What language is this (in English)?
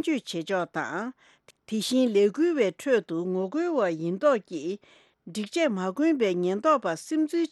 Tibetan